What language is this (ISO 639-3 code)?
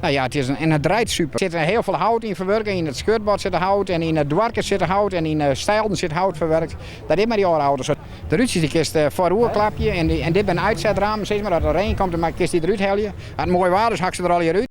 fry